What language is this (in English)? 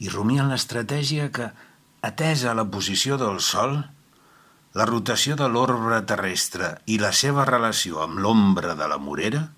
Catalan